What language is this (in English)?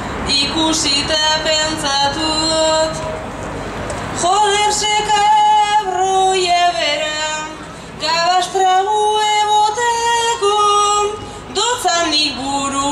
Basque